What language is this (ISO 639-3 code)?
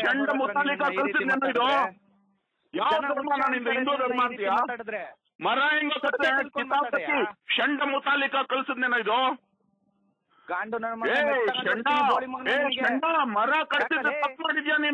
kan